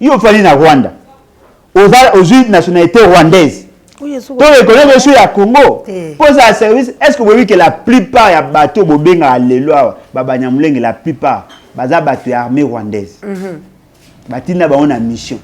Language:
Lingala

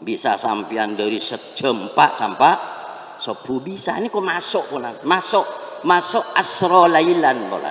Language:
Madurese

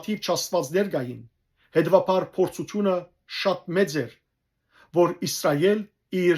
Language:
Western Armenian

